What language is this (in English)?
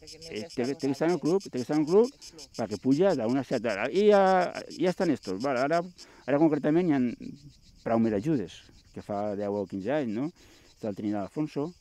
Catalan